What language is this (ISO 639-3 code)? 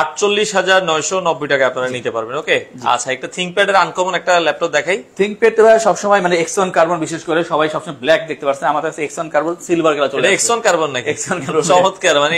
ben